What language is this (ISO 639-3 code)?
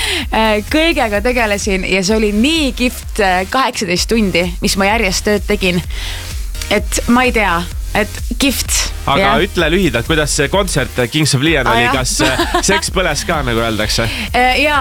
est